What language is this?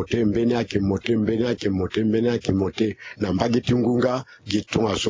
Sango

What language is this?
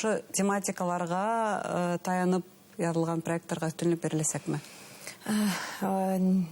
Bashkir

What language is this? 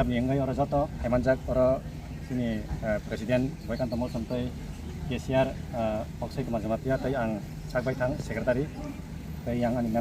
Riang (India)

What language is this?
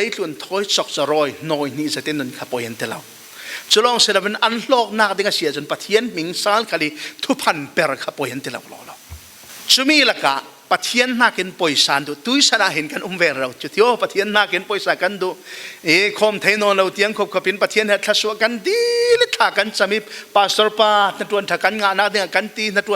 Falam Chin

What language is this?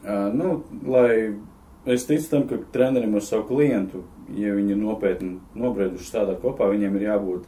Latvian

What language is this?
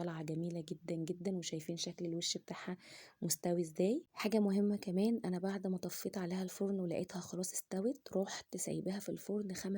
Egyptian Arabic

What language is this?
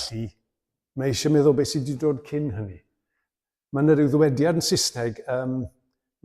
Welsh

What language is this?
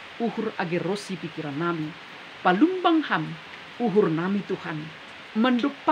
Batak Simalungun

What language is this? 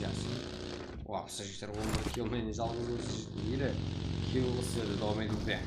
Kara-Kalpak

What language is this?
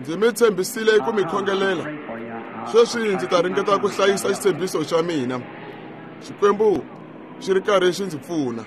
Tsonga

